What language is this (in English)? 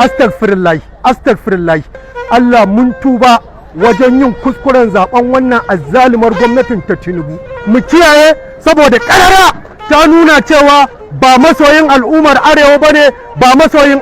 Hausa